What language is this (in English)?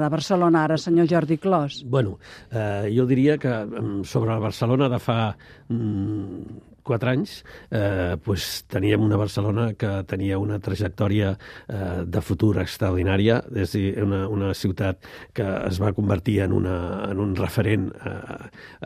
Catalan